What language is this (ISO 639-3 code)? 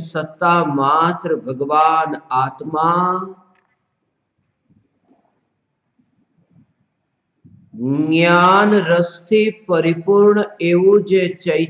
guj